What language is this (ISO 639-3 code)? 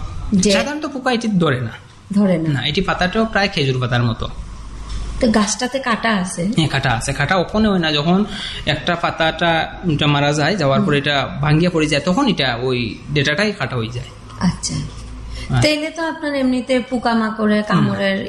ben